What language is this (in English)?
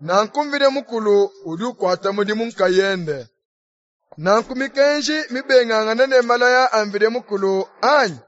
Luba-Lulua